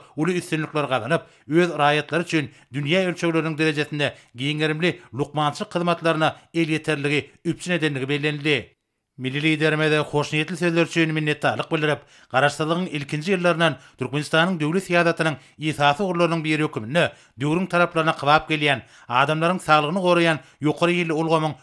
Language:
Turkmen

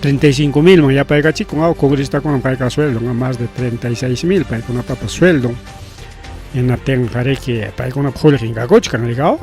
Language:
Ayacucho Quechua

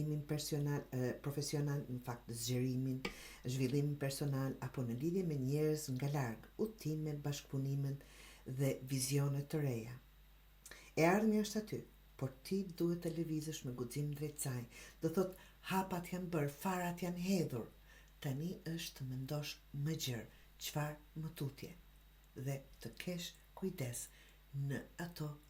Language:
Albanian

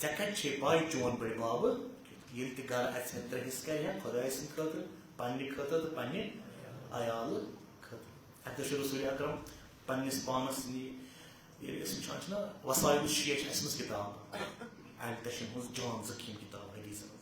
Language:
Kashmiri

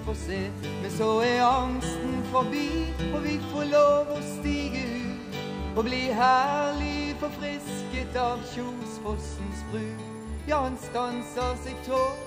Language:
Norwegian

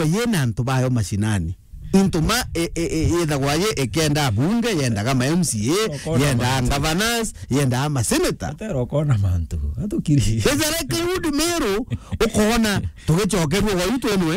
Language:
Meru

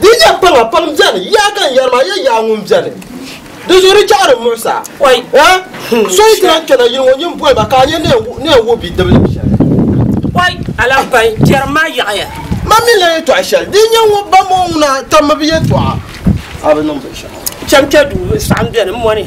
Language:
Dagbani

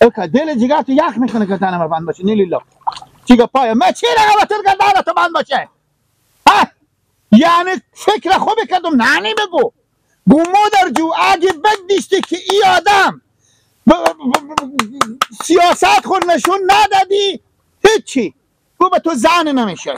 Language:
Persian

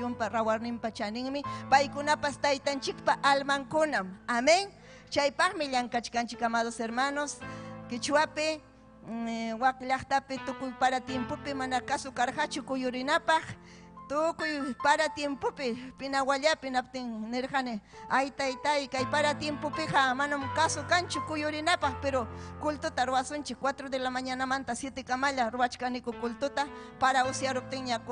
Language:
Ayacucho Quechua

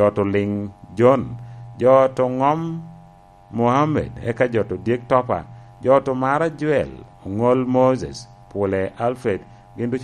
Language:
Lango (Uganda)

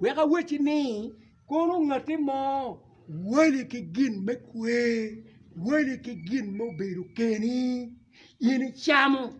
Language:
Acoli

